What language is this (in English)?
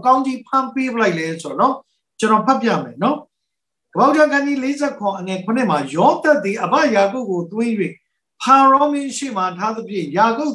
Burmese